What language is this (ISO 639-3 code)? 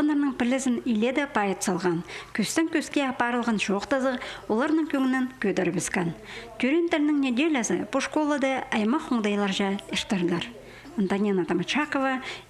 kjh